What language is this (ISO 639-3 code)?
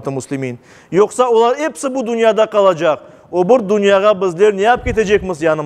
crh